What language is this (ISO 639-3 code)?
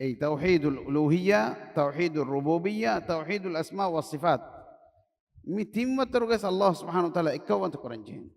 div